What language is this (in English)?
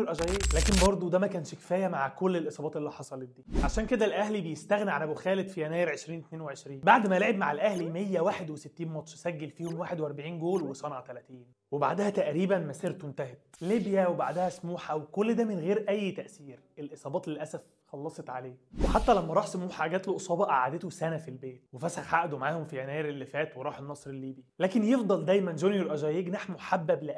Egyptian Arabic